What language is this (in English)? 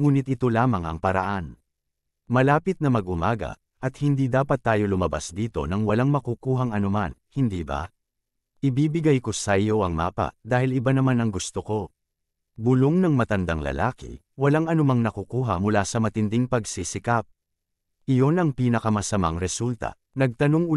Filipino